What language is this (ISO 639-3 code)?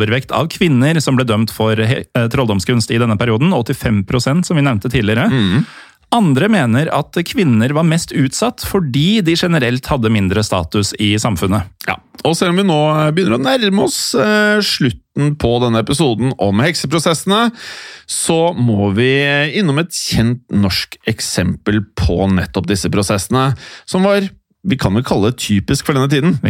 nor